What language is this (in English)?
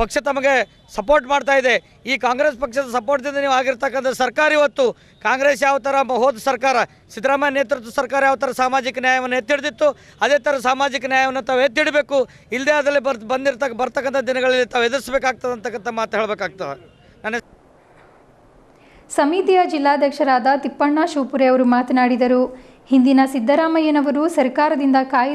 Kannada